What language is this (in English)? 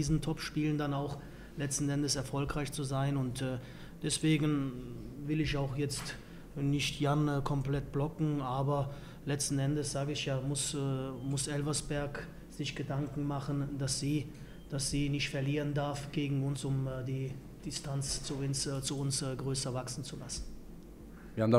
German